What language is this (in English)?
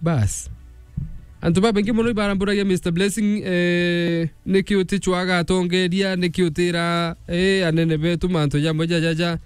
Meru